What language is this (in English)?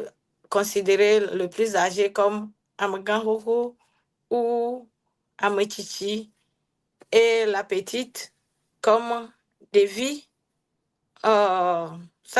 Ewe